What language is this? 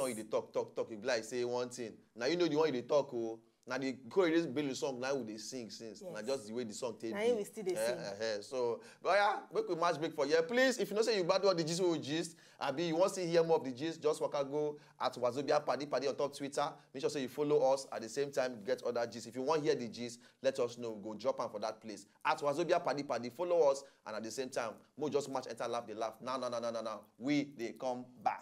Nigerian Pidgin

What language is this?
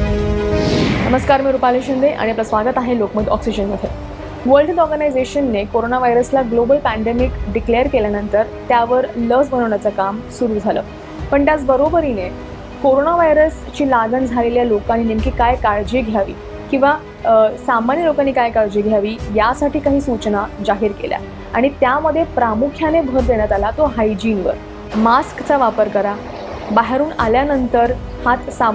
Marathi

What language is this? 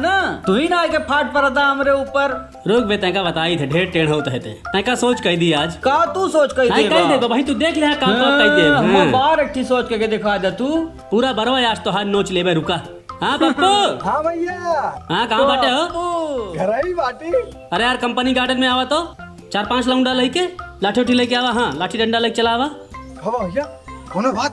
Awadhi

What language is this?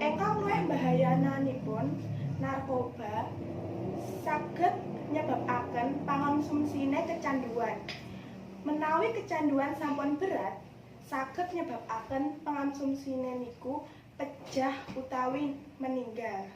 Javanese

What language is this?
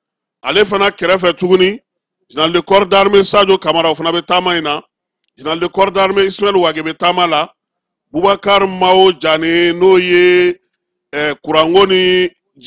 Bambara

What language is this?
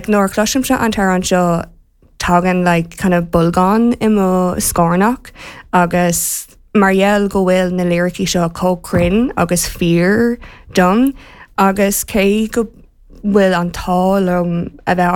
Irish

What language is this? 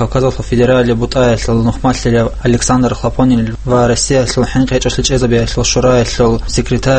Avaric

